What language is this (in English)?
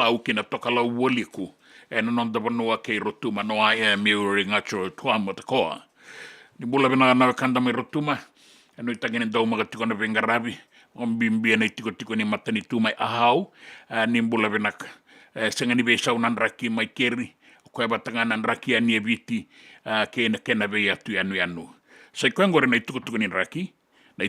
Fijian